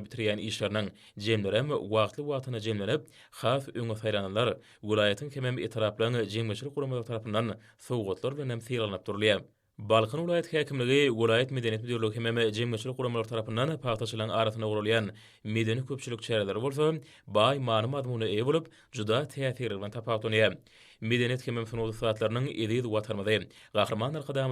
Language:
Turkmen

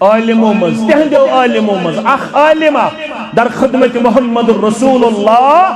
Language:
Kashmiri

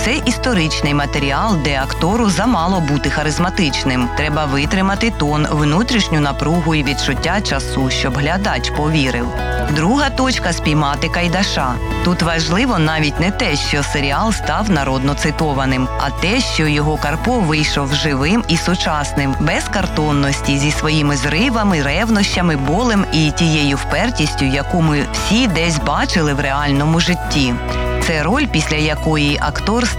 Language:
Ukrainian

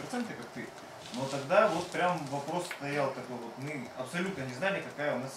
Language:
Russian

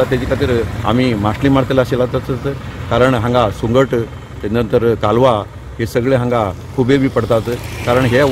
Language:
Konkani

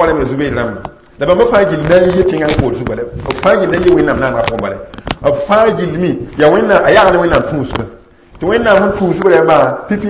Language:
Mossi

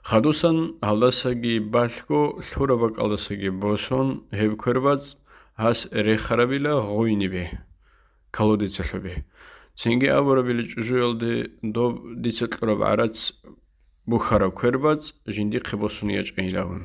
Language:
Avaric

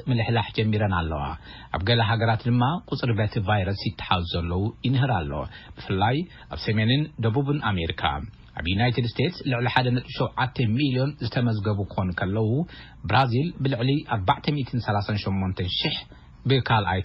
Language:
Tigrinya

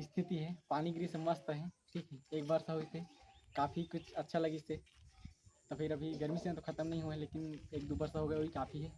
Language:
Chhattisgarhi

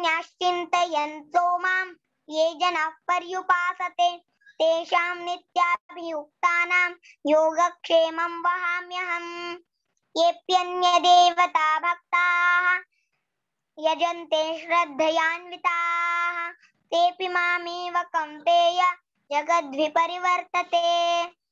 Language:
Sanskrit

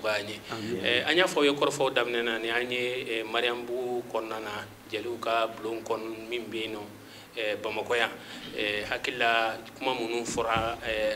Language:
Bambara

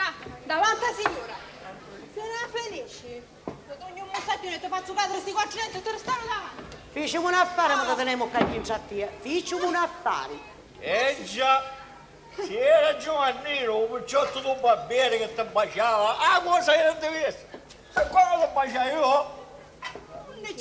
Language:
Sicilian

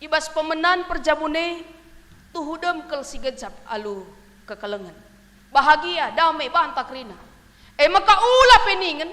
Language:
Batak Karo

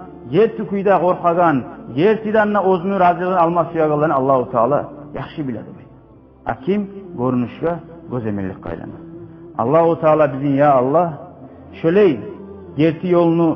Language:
Kumyk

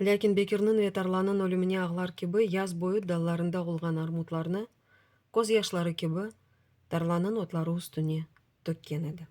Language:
Crimean Tatar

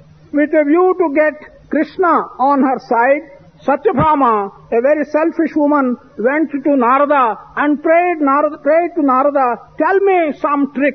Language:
English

